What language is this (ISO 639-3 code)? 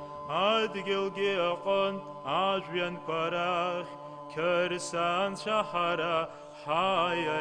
abk